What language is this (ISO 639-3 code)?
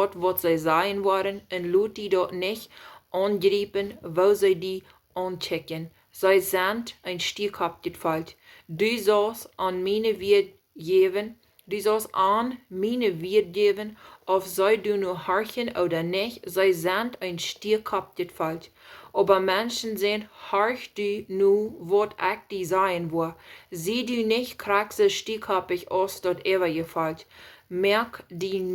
pdt